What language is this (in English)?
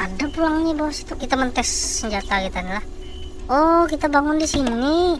Banjar